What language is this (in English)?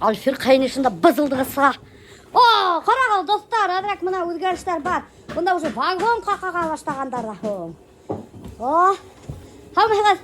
Bashkir